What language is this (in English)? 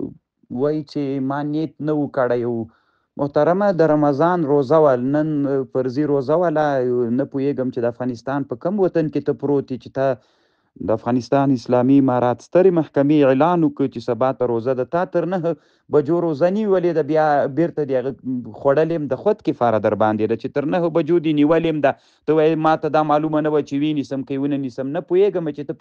Pashto